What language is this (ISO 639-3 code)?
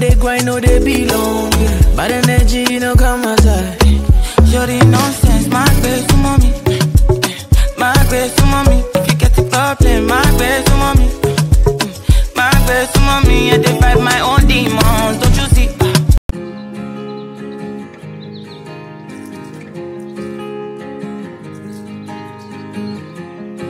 eng